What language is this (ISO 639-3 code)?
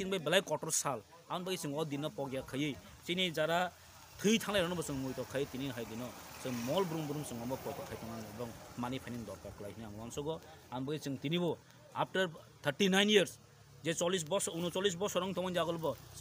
trp